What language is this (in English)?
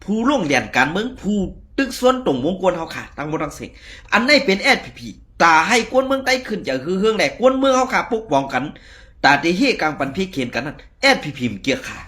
Shan